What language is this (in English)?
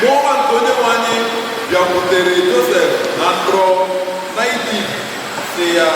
Igbo